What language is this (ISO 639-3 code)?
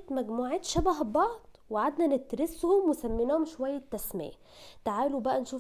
arz